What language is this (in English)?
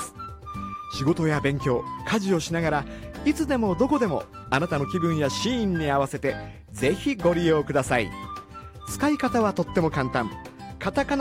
Japanese